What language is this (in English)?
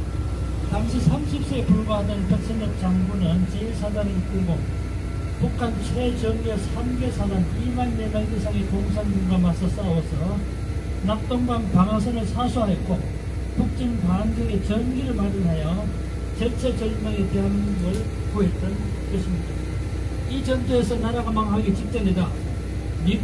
Korean